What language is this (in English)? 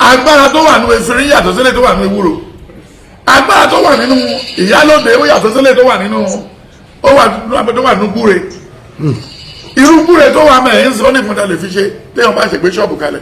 Yoruba